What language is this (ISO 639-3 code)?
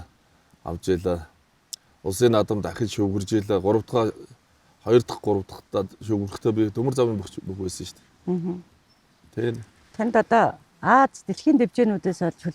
mon